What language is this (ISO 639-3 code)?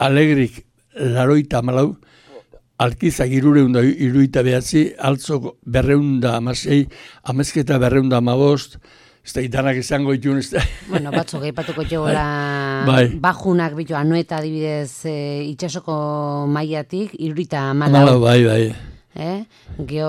eus